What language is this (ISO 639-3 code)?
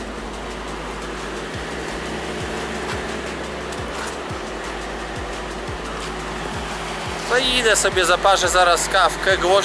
pol